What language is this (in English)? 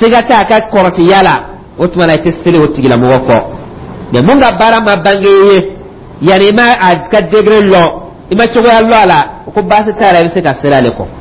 Dyula